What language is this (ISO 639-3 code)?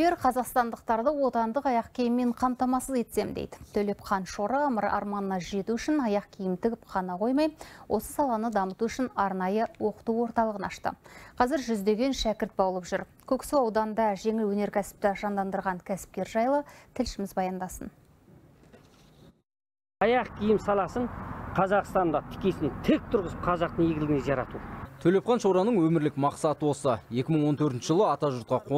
kaz